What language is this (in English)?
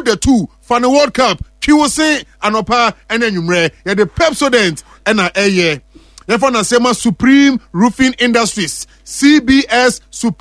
Akan